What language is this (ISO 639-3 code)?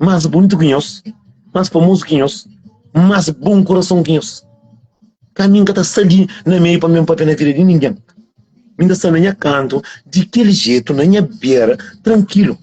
kea